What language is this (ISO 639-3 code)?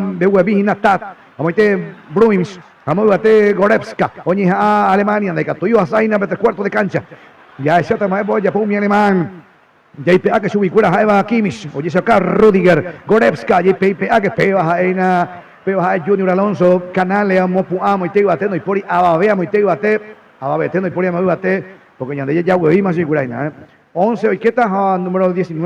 grn